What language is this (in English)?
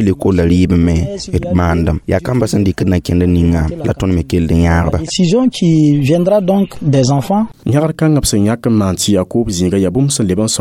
Mossi